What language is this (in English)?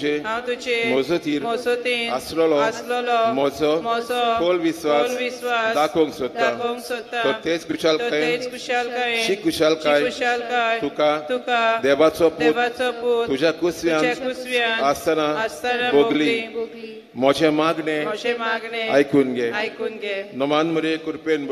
Konkani